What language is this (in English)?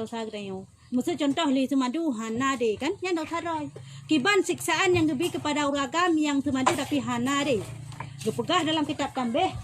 Achinese